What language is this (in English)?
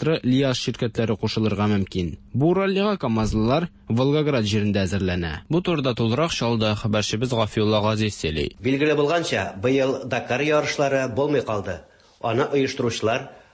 Tatar